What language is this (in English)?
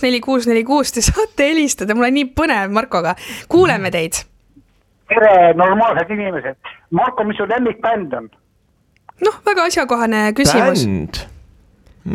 Estonian